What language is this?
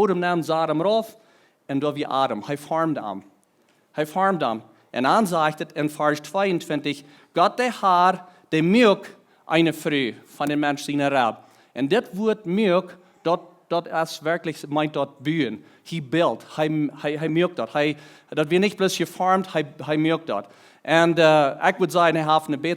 Plautdietsch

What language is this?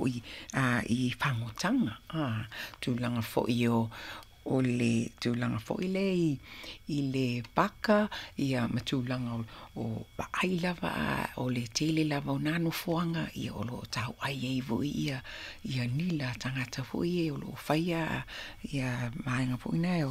Samoan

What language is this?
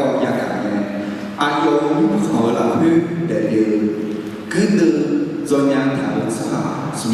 Akha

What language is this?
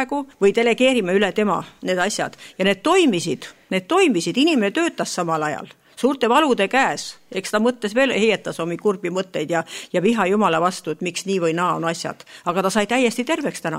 Estonian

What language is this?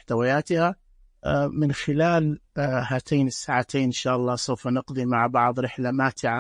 Najdi Arabic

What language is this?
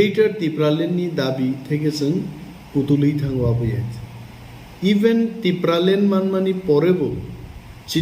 Kok Borok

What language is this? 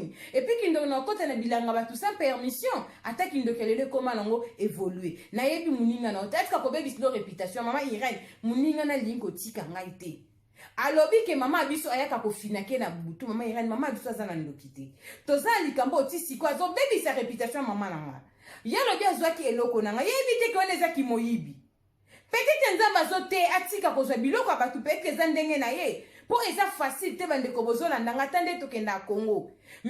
Lingala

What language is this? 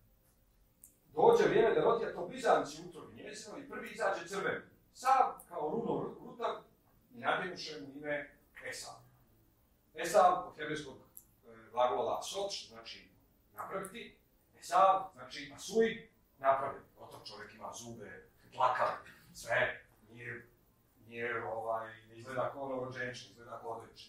Croatian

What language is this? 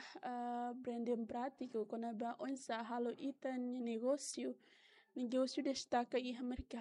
Tetum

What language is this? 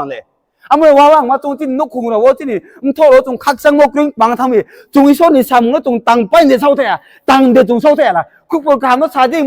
Riang (India)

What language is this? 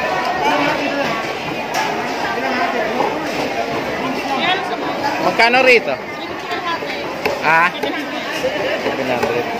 Filipino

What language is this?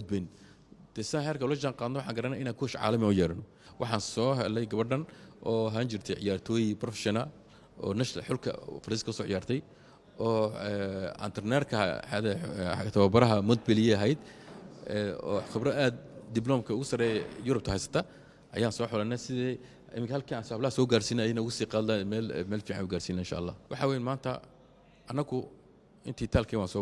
Somali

